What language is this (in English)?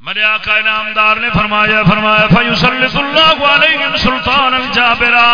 Saraiki